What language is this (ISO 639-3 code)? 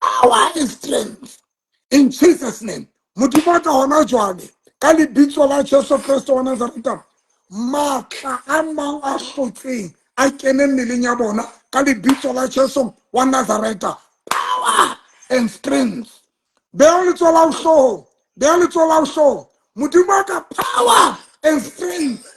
sot